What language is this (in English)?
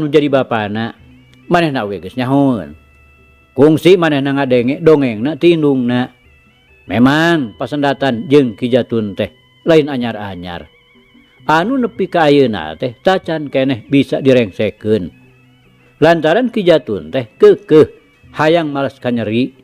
Sundanese